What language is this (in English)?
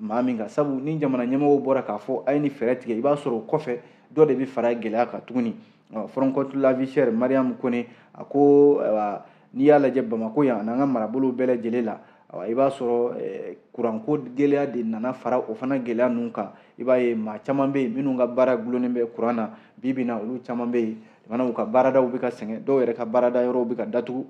Bambara